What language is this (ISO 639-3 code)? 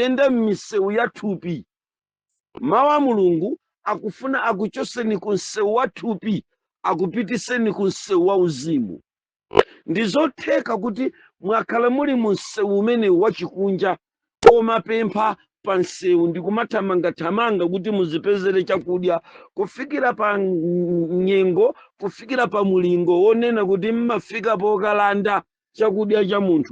nya